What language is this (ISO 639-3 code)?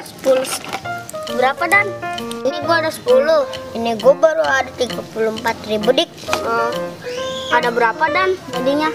bew